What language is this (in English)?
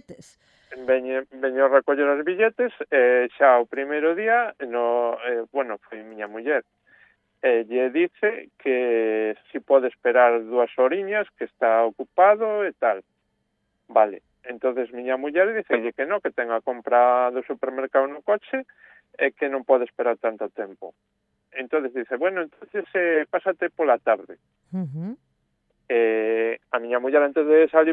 Galician